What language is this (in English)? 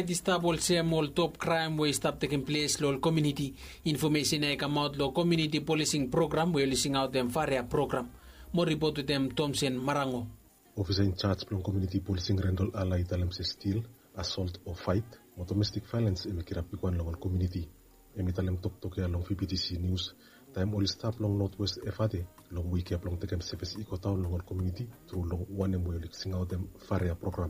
Bislama